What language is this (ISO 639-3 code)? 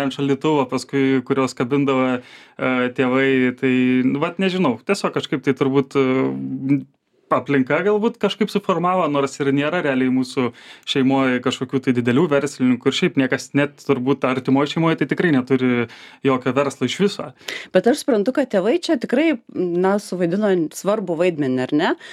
lit